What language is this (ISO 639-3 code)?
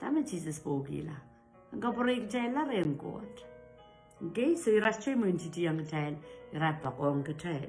pon